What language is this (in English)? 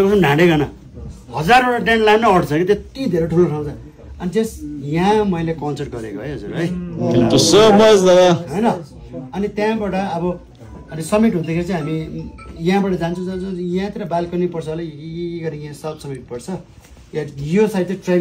Nepali